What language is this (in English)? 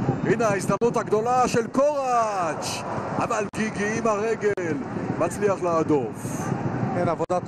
Hebrew